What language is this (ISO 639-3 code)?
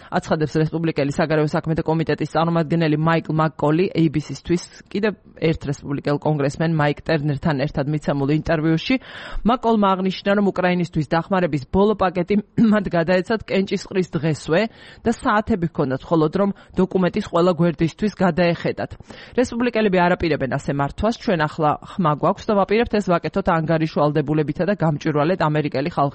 kat